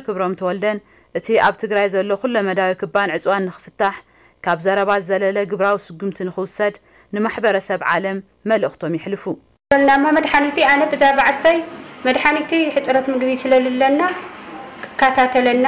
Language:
Tigrinya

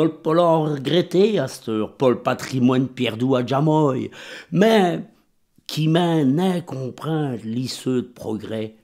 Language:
Walloon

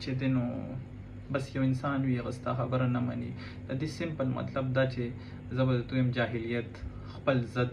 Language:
Pashto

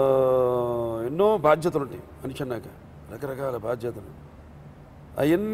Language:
Telugu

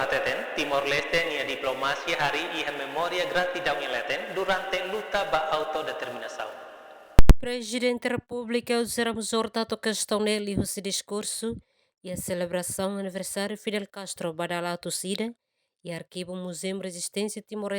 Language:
Tetum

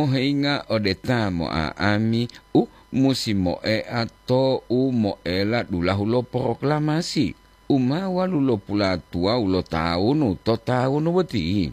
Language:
Gorontalo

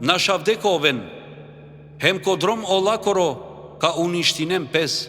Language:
Balkan Romani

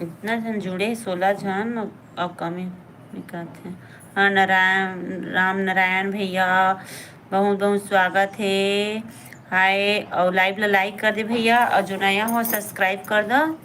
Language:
Chhattisgarhi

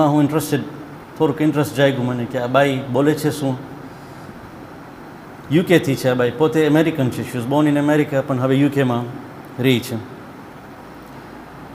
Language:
Gujarati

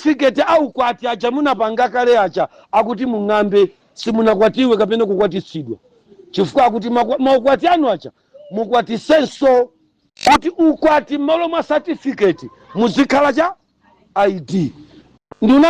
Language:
Nyanja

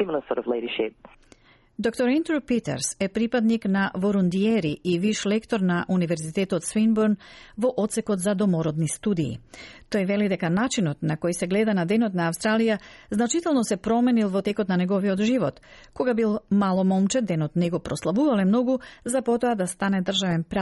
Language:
Macedonian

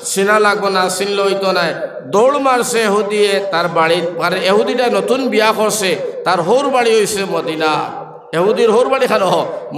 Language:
Sylheti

